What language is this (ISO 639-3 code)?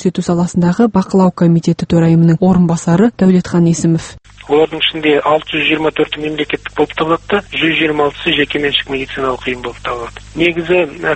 kaz